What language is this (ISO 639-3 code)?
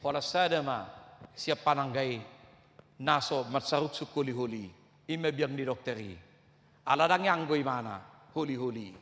bbc